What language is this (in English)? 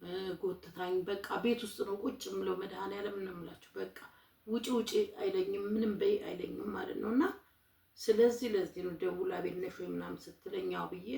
Amharic